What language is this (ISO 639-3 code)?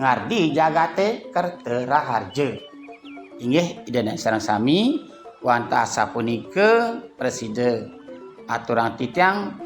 ban